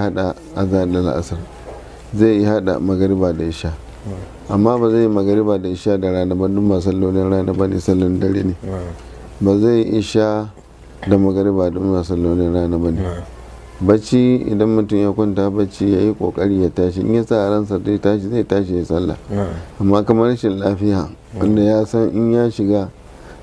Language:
Hausa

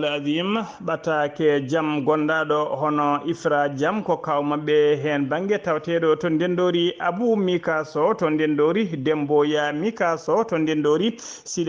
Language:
Fula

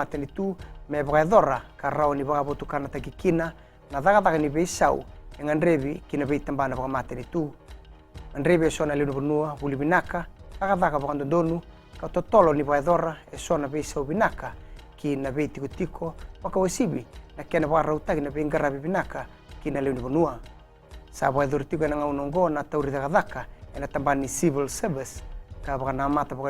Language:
Fijian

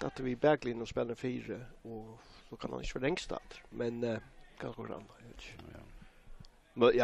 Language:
Faroese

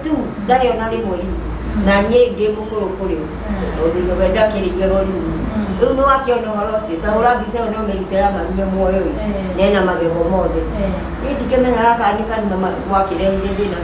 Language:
Kikuyu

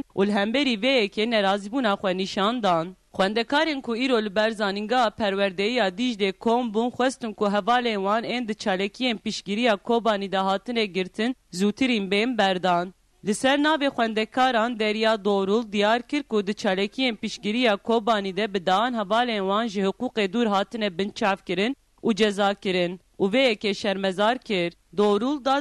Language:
Kurdish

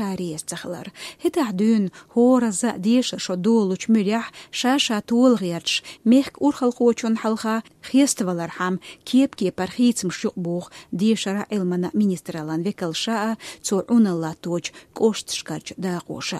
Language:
Chechen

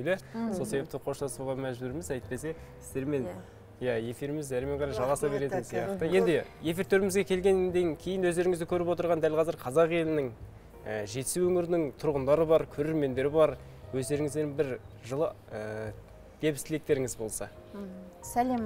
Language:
Kazakh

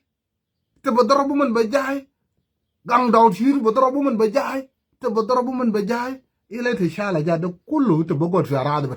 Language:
Nuer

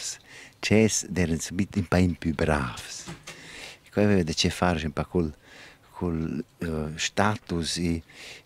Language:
Romansh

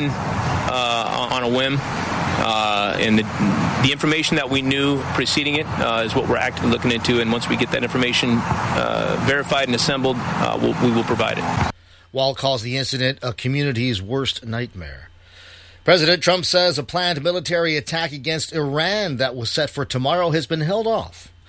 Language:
English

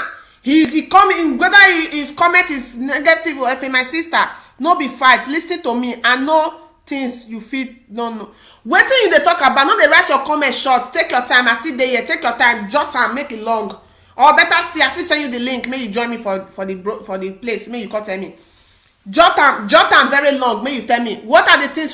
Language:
Nigerian Pidgin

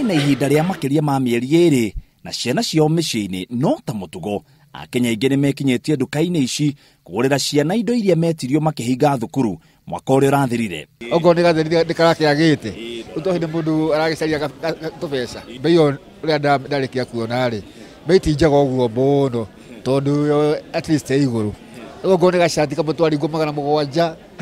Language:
Kikuyu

